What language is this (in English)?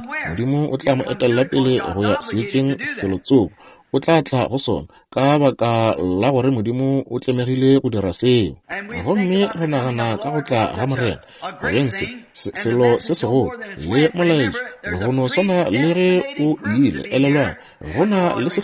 Northern Sotho